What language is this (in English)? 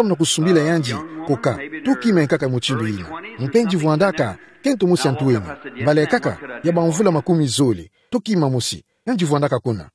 Kituba (Democratic Republic of Congo)